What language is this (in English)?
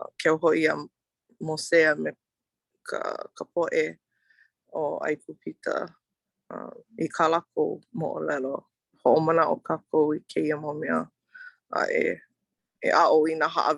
Hawaiian